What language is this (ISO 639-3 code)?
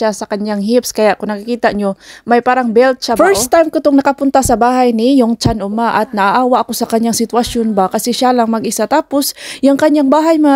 fil